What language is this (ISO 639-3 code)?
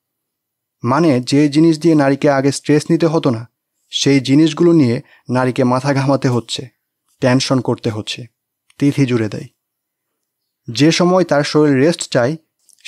ben